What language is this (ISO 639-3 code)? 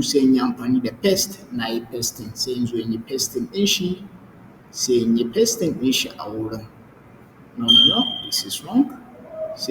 hau